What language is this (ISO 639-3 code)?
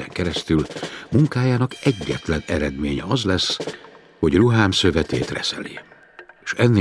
hun